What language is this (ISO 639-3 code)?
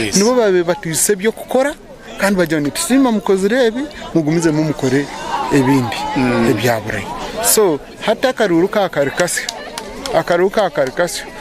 nyn